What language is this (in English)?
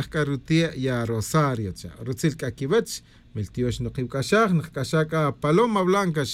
Tz'utujil